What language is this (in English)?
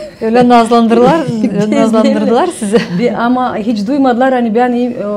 Gagauz